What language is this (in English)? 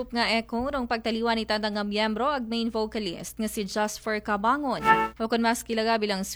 Aklanon